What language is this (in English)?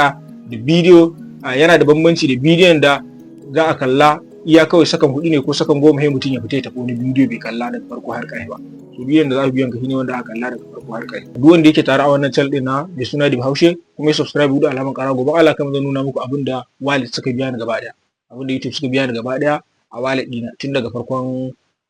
Hausa